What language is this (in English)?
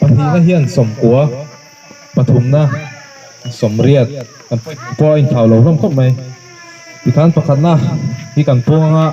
Mizo